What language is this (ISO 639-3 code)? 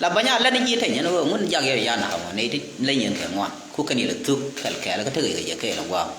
nus